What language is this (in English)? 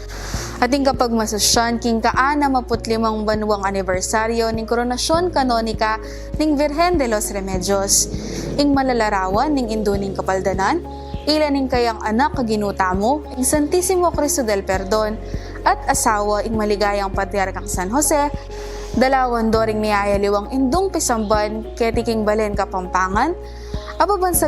Pampanga